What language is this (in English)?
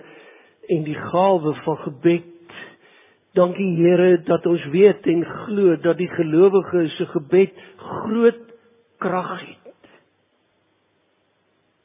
Afrikaans